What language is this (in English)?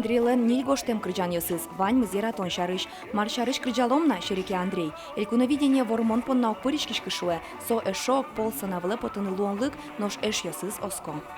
Udmurt